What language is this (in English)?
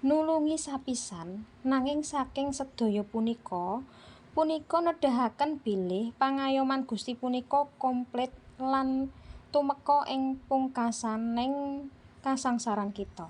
Javanese